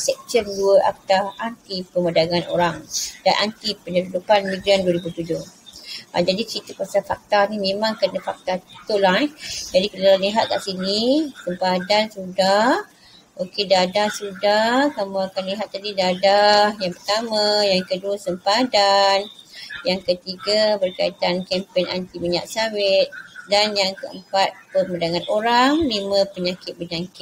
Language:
Malay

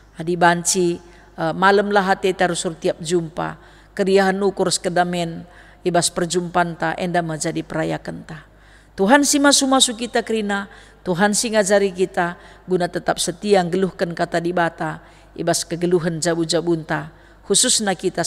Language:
Batak Karo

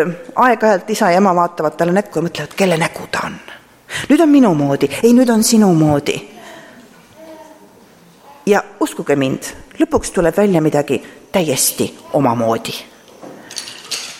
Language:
Estonian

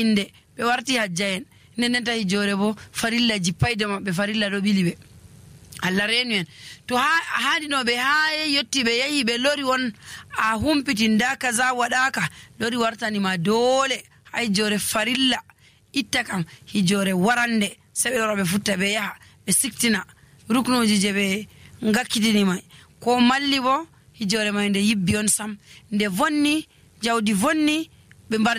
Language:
Nigerian Fulfulde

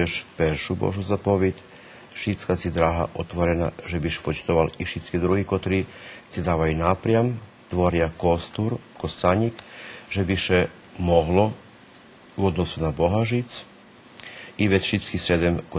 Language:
Rusyn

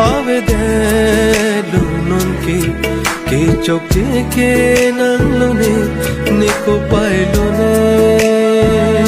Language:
Karbi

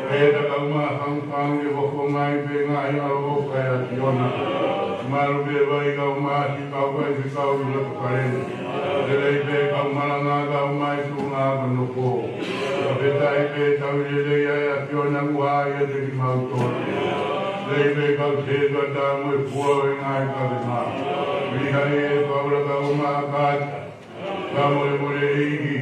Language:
Tongan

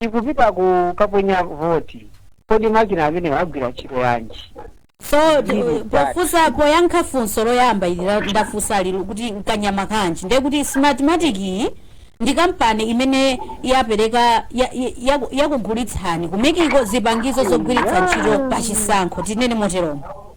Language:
Nyanja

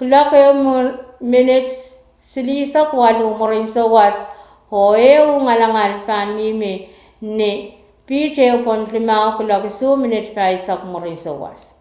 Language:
Pohnpeian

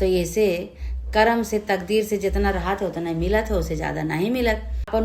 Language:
Awadhi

